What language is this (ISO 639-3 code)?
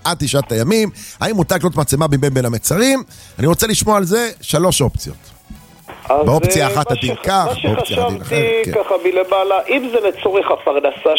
heb